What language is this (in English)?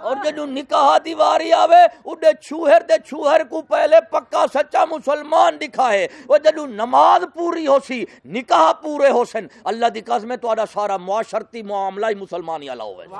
Saraiki